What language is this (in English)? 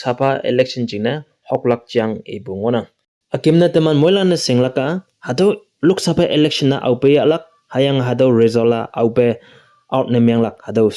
Konyak Naga